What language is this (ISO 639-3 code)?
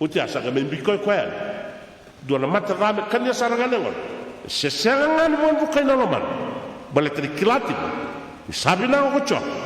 fij